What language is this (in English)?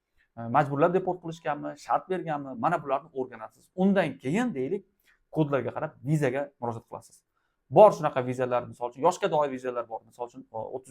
Uzbek